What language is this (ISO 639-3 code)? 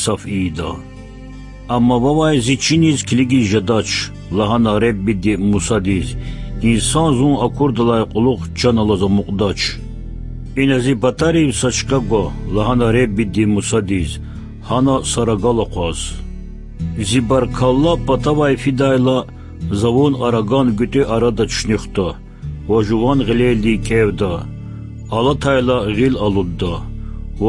lez